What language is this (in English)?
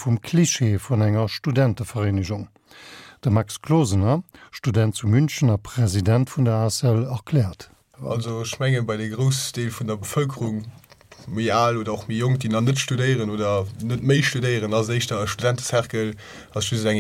Luxembourgish